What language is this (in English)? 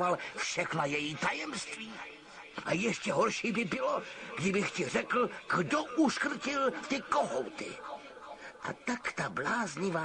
Czech